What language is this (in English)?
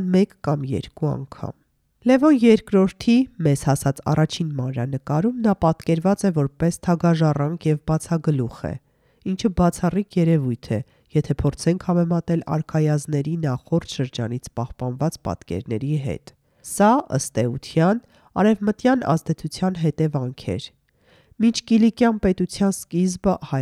Armenian